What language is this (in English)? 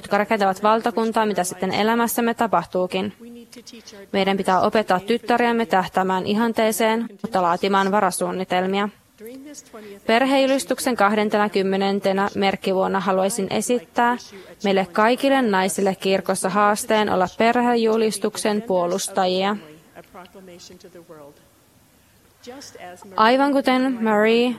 Finnish